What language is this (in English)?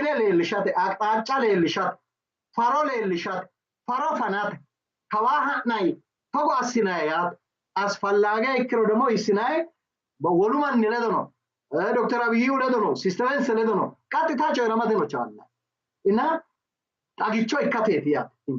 Sidamo